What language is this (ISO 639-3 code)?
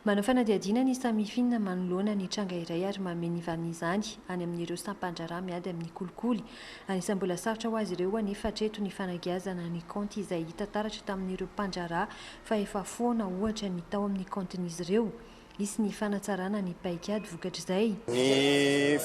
mlg